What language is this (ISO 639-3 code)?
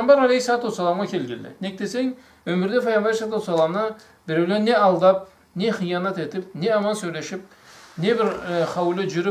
krc